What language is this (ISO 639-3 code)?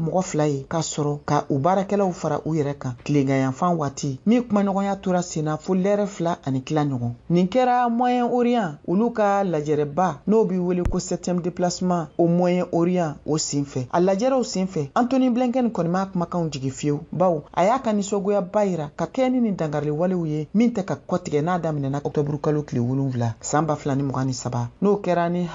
bam